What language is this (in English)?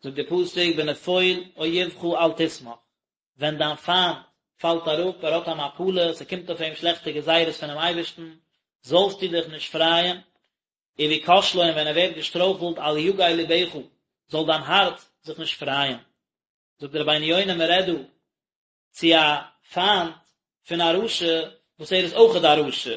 Yiddish